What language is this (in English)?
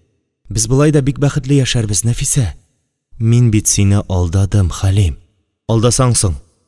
Tatar